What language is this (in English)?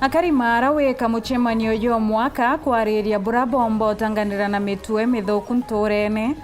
Meru